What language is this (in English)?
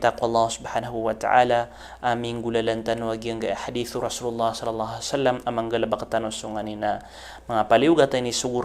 Maranao